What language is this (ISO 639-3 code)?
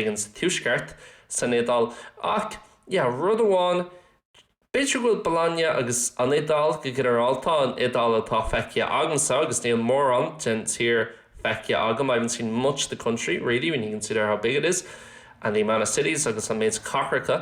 gle